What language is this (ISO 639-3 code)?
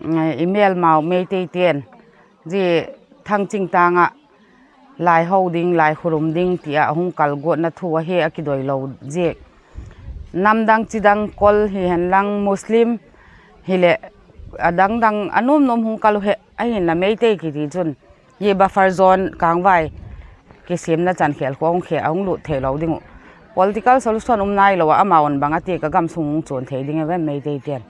pck